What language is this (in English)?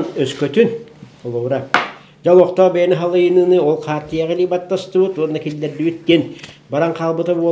Yakut